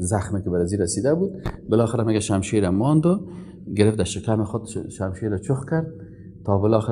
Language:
Persian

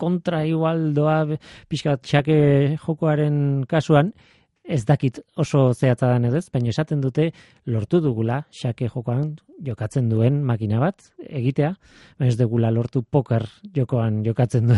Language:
Basque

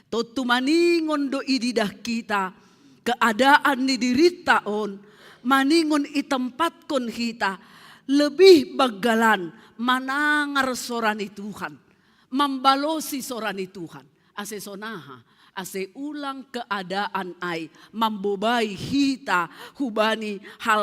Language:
Batak Simalungun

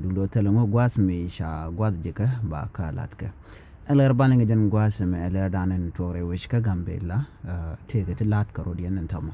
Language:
Nuer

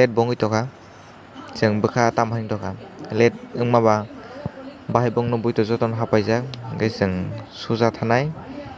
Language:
Kok Borok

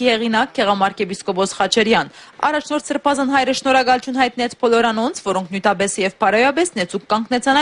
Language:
Western Armenian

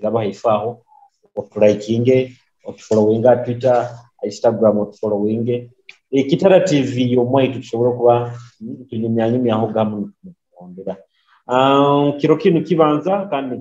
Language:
Nyoro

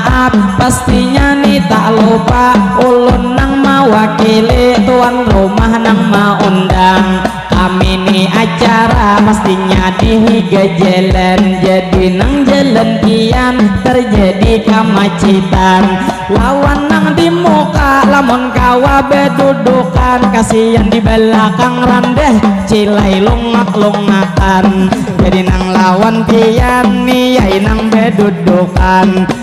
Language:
Banjar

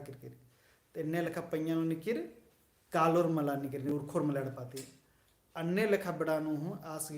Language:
Kurukh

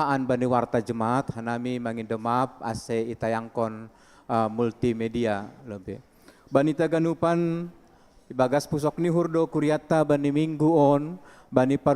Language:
Batak Simalungun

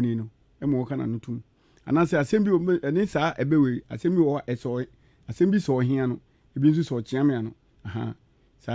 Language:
Akan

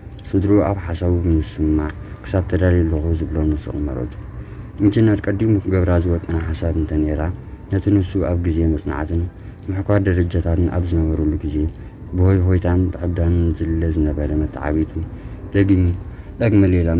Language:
Tigrinya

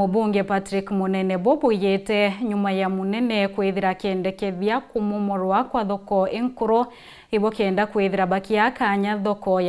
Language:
Meru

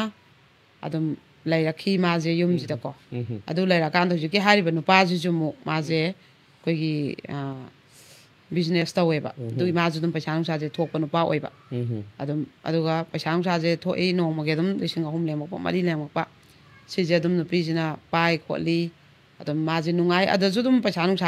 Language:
Manipuri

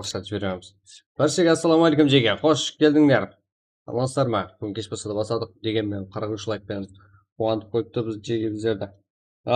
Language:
Kara-Kalpak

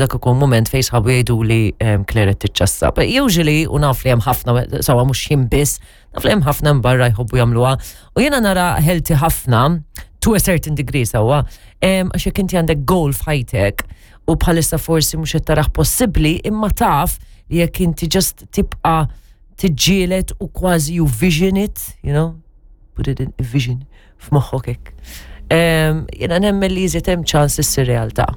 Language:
Maltese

